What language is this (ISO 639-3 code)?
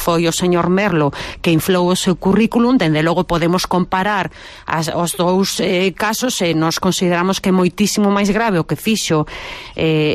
glg